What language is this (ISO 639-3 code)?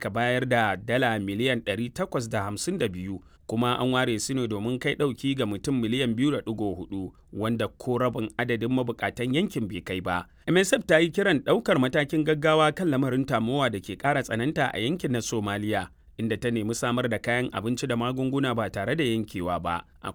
hau